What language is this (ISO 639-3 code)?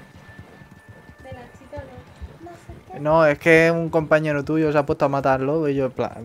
spa